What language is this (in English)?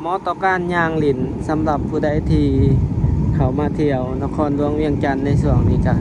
Lao